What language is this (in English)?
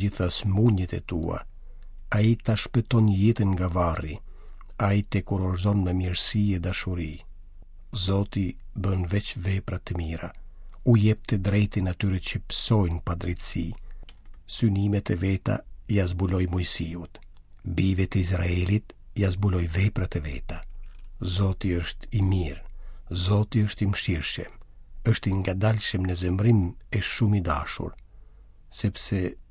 Albanian